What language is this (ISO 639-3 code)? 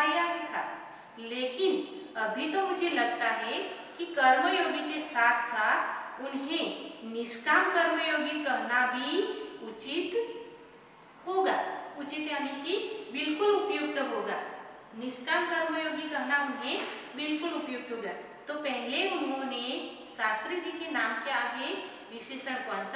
hin